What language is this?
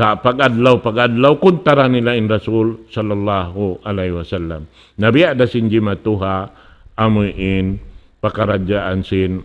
Tausug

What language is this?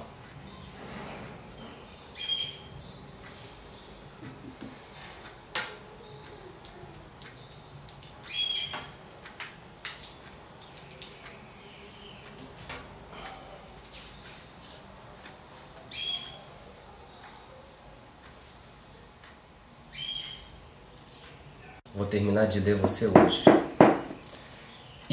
Portuguese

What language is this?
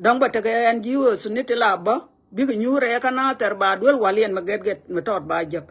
Nuer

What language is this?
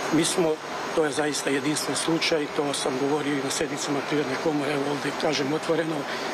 Serbian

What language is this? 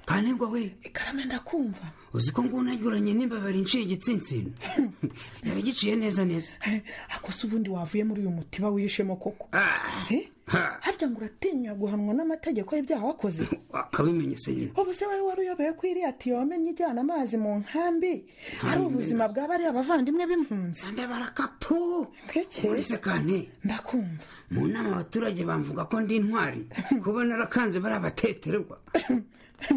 Kinyarwanda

